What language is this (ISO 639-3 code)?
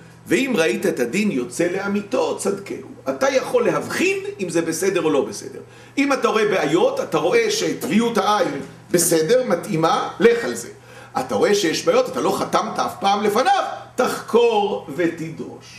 heb